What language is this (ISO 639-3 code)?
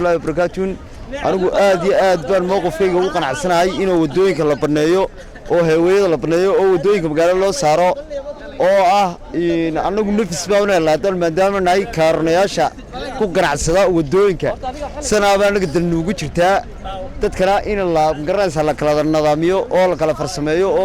som